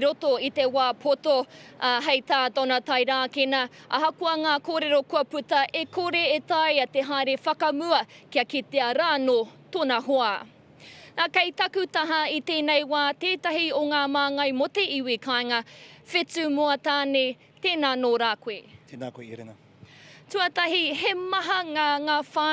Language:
Māori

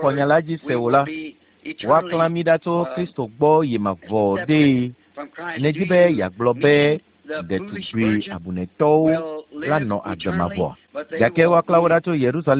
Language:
Ewe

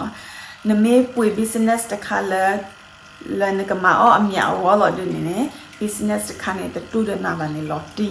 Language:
S'gaw Karen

